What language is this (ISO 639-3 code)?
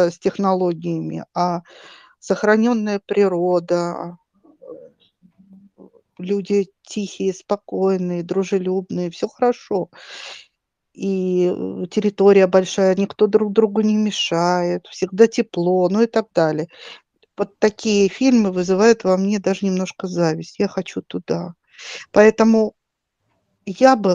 rus